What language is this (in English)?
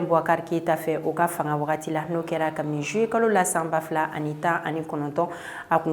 Bambara